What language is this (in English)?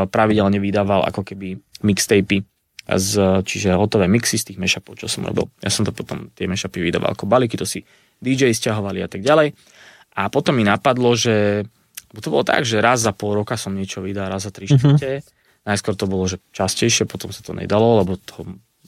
Slovak